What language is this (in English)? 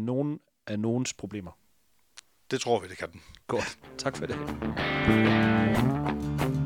Danish